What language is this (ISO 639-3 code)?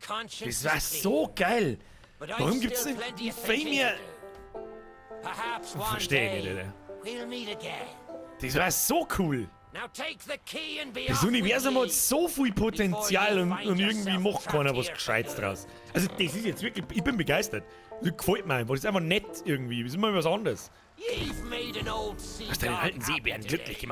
bar